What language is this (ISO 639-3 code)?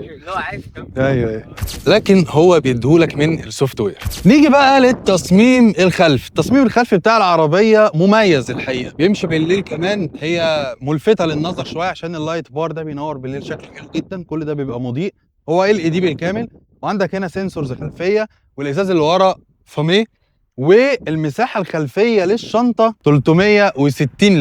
arz